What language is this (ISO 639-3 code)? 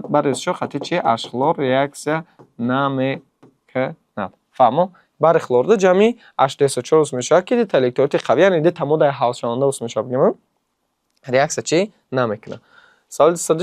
tgk